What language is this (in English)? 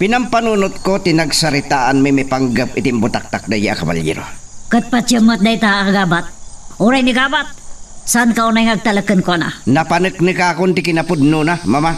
Iloko